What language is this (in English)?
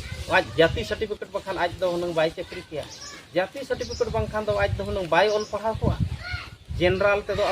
Santali